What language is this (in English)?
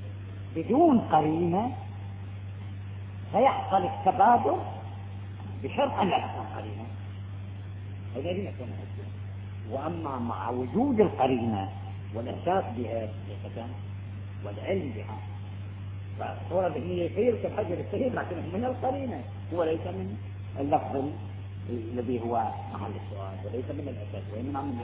Arabic